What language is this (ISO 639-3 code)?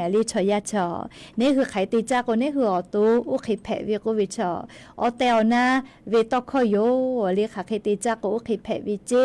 lhu